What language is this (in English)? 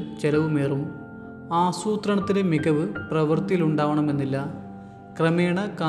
Malayalam